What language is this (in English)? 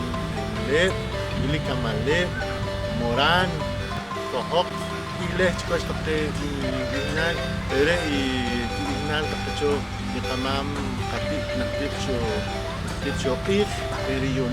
Poqomchi'